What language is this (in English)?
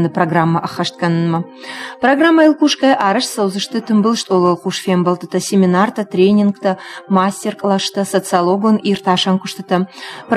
Ossetic